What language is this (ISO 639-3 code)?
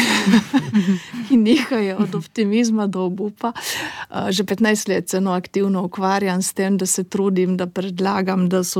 slv